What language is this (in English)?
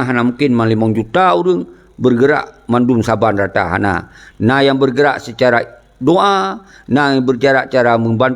Achinese